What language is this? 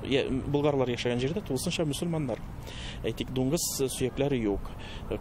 Tatar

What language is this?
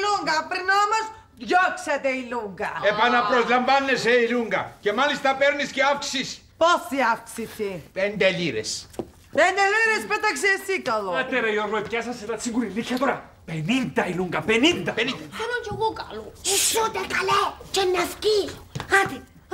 Greek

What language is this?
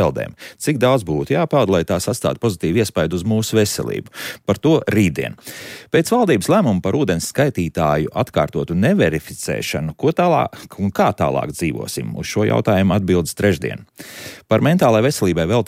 Latvian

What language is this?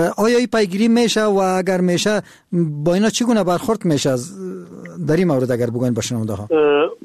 Persian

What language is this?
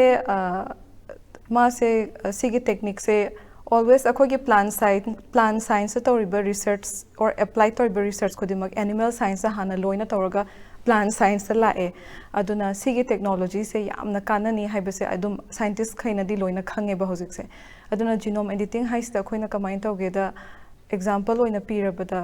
Manipuri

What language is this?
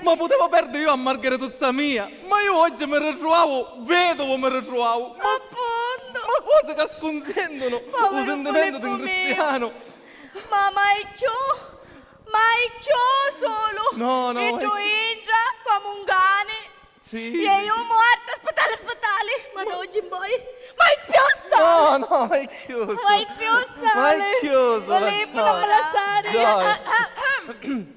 Sicilian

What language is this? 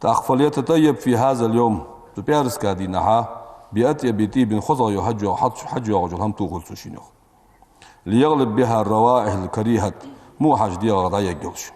Ingush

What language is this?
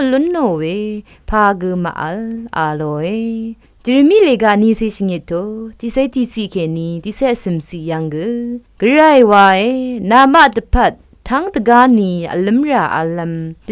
Rawang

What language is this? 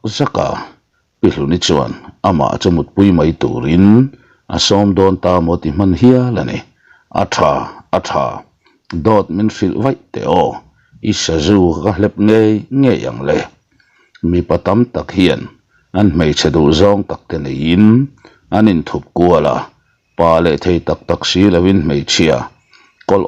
Mizo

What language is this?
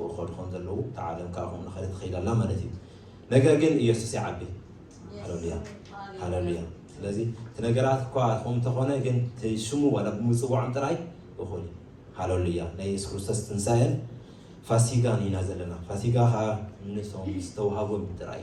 Tigrinya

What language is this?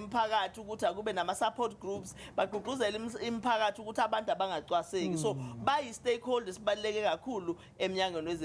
Zulu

